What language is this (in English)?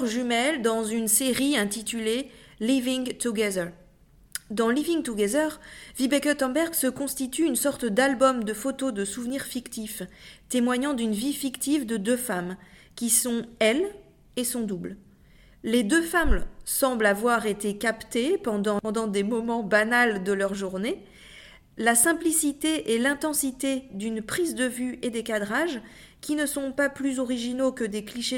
French